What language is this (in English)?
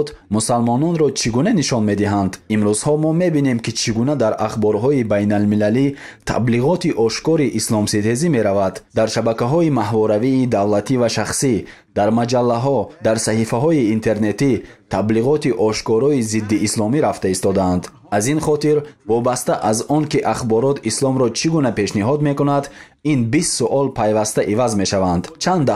Tajik